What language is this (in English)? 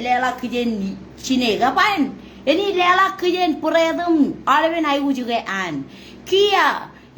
Marshallese